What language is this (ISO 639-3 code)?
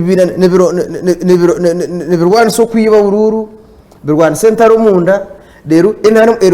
nyn